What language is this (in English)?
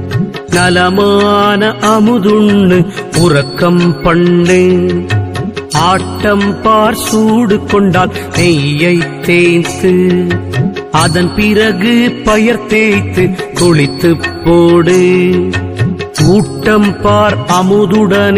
Tamil